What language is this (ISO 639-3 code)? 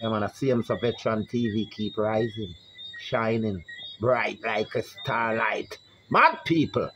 jam